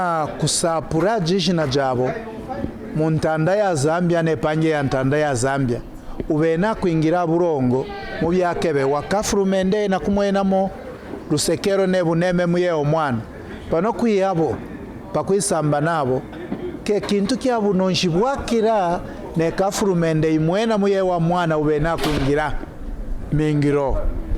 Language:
Kaonde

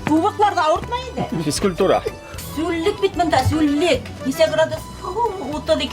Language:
Bashkir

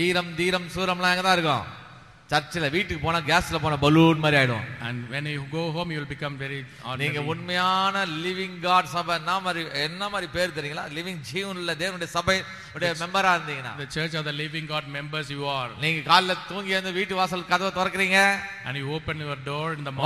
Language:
Tamil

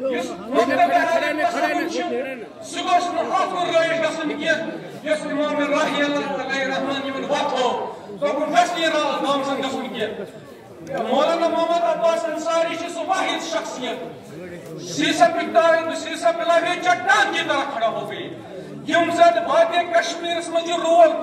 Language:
Kashmiri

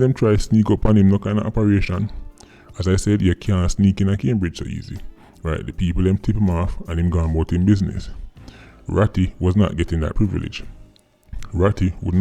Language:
Jamaican Creole English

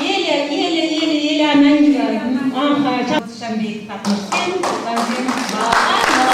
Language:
Chuvash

